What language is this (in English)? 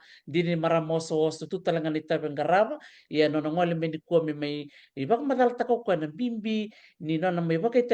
Fijian